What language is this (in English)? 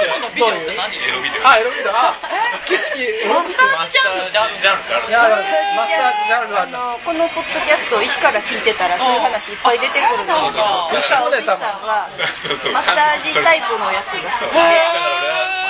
Japanese